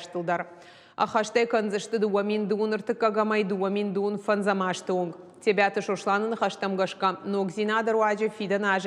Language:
Ossetic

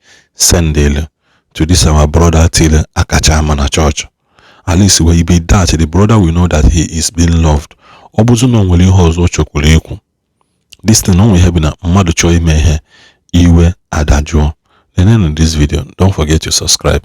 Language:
Igbo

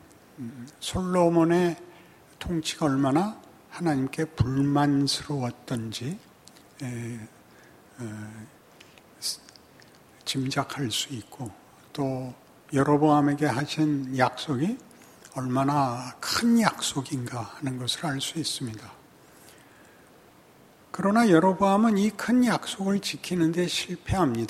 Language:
Korean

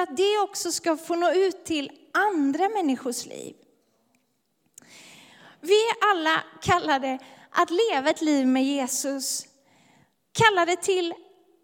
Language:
Swedish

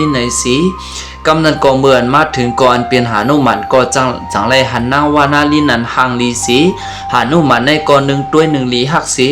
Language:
Shan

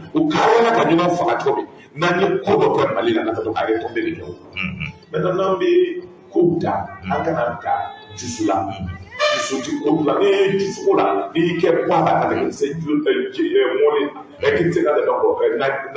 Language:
Bambara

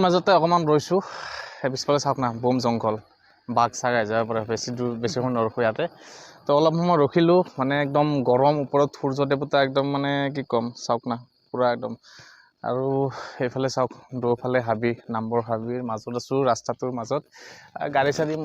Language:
Assamese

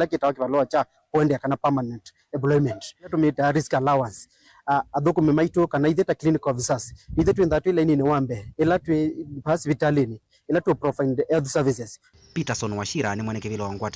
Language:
Kamba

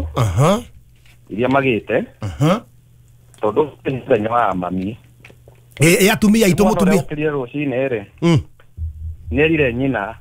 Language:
Kikuyu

